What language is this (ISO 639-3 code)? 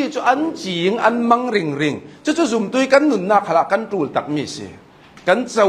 cnh